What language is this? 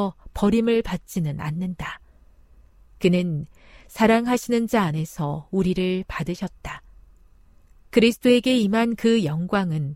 Korean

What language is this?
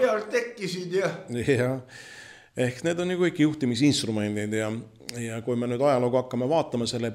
Estonian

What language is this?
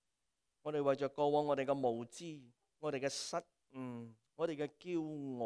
Cantonese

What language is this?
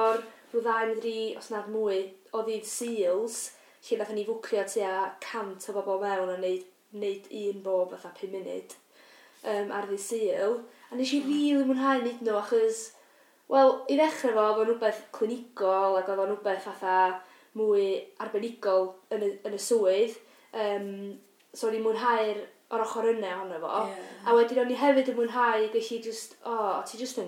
Welsh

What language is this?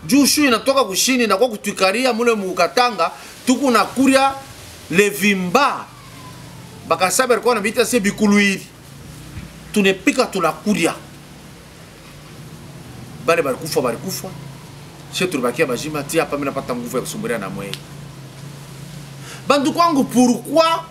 Swahili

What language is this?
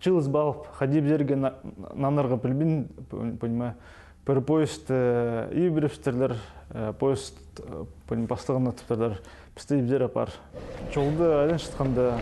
Khakas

